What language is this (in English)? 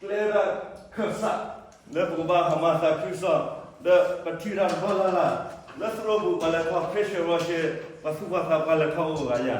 S'gaw Karen